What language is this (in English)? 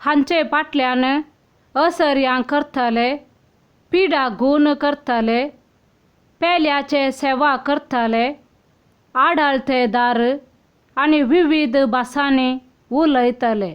Konkani